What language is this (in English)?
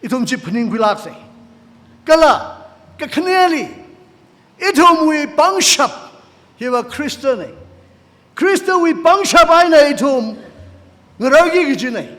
Tangkhul Naga (India)